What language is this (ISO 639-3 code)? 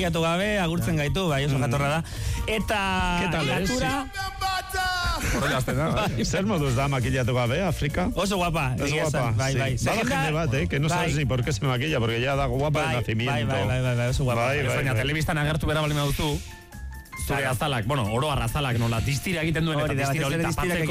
eus